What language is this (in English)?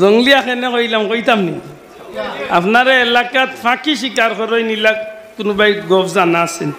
Sylheti